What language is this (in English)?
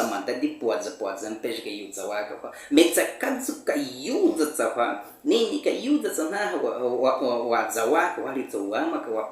Baniwa